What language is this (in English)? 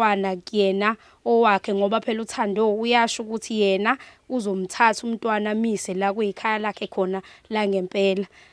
Zulu